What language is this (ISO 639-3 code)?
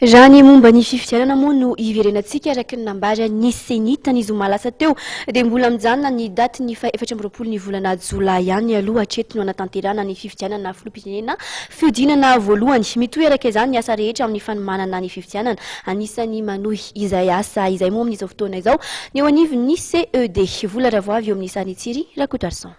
mlg